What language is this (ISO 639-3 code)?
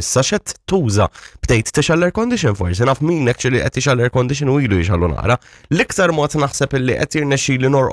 mlt